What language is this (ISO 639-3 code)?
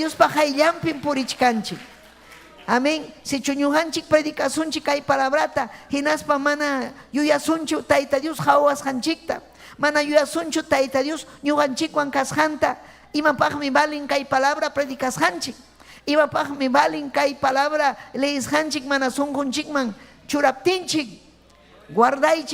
quy